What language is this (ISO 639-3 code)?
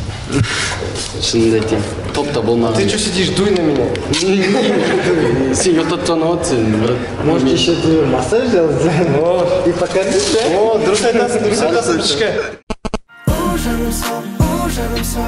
kaz